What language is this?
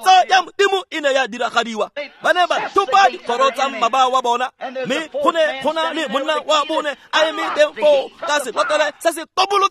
Tswana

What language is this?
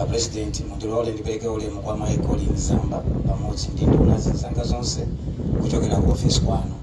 Nyanja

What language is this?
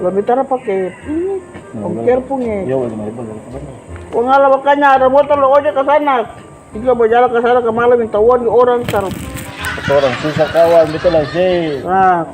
Ambonese Malay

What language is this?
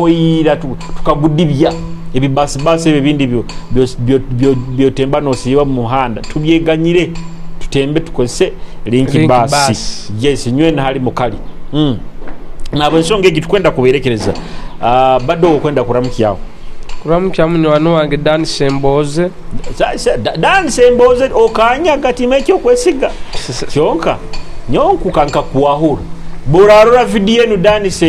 Nyoro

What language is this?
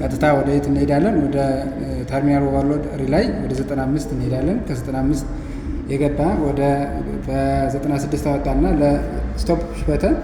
Amharic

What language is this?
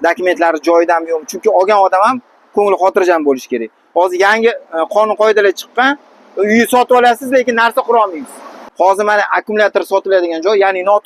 Uzbek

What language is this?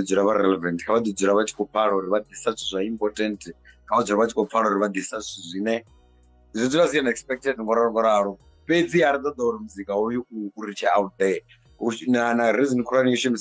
Venda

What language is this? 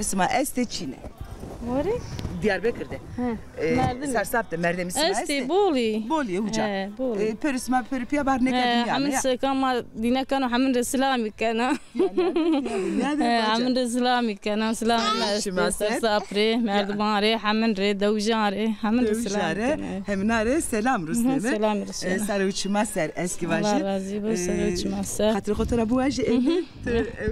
Zaza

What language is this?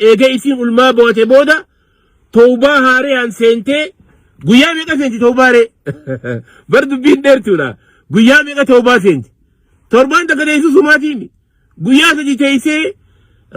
Oromo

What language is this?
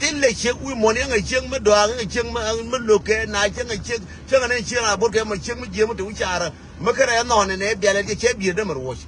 Nuer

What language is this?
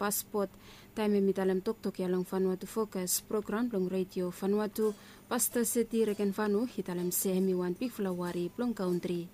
Bislama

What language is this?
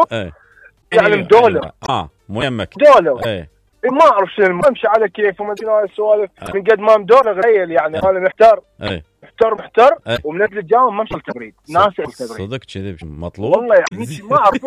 Mesopotamian Arabic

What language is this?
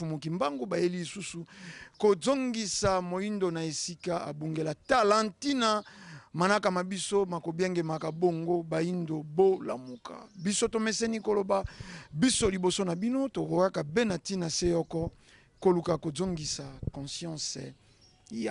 Lingala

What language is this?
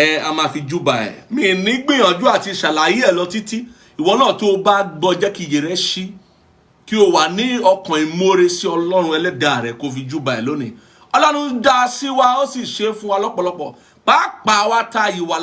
Yoruba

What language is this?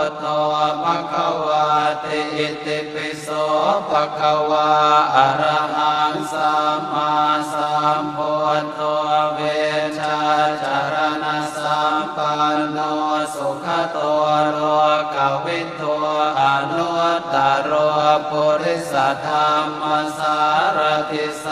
Pali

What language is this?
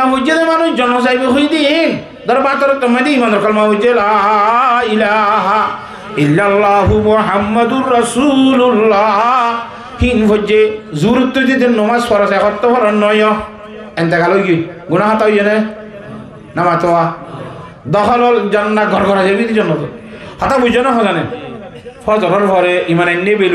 Rohingya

